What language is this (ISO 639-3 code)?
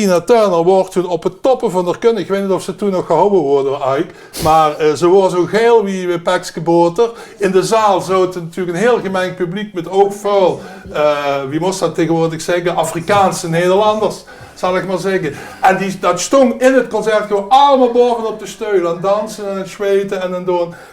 lim